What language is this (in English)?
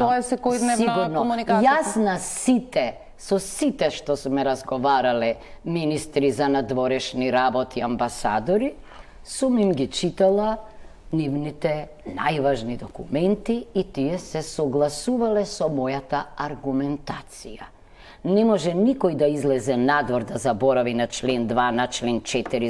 Macedonian